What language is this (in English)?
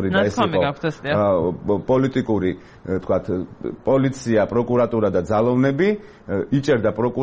Georgian